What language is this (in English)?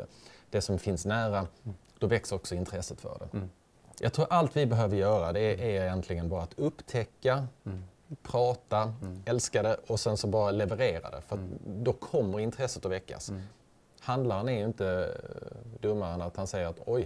Swedish